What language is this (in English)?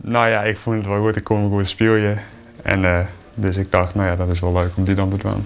Western Frisian